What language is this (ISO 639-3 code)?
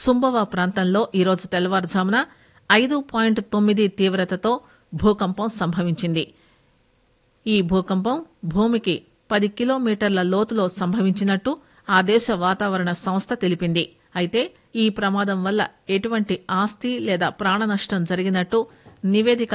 tel